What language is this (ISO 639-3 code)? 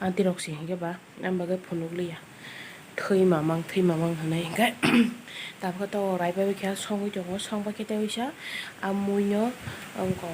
trp